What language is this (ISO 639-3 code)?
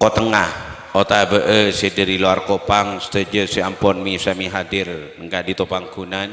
mad